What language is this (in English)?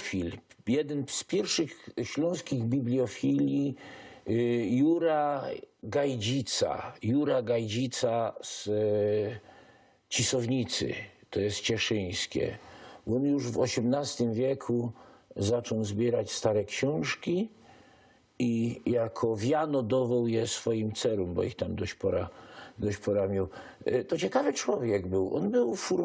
Silesian